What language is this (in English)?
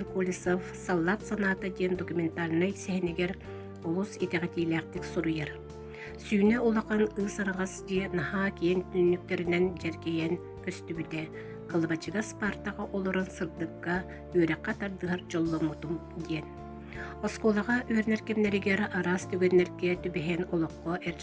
Yakut